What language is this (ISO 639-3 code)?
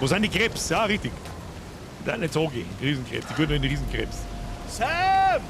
bar